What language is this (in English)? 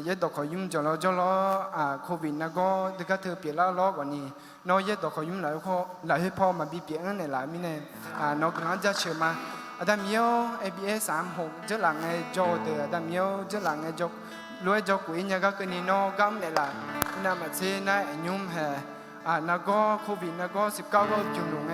Akha